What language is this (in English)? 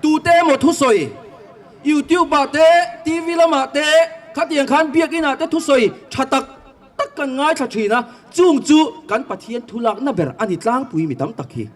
Mizo